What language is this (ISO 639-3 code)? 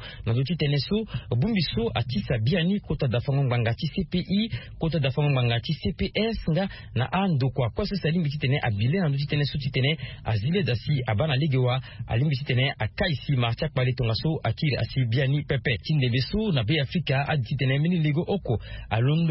sag